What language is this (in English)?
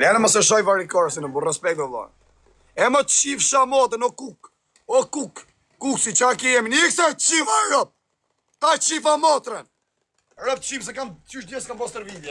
Albanian